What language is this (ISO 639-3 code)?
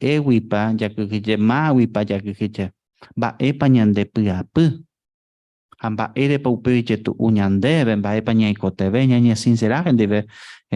grn